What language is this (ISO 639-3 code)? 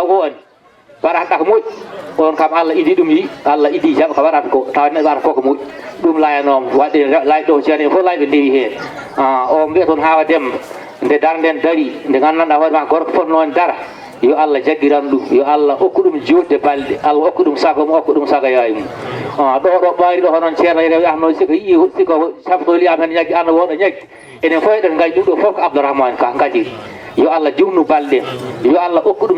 ful